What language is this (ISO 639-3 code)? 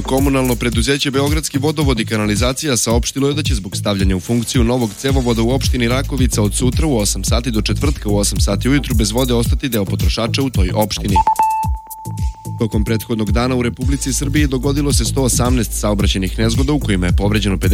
srp